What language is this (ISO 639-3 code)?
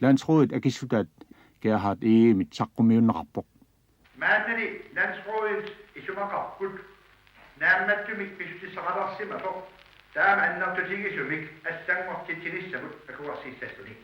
kal